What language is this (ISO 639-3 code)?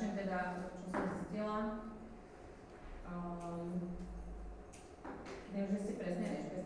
slk